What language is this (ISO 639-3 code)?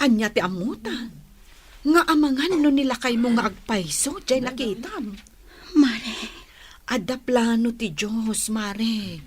ilo